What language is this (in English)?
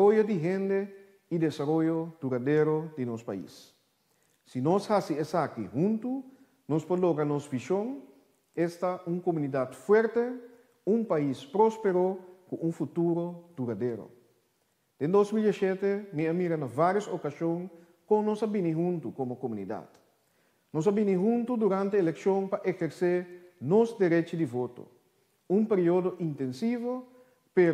Papiamento